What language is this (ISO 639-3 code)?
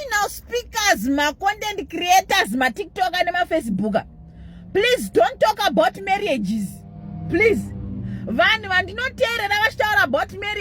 sna